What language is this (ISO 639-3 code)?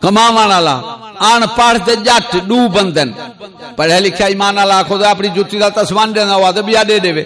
skr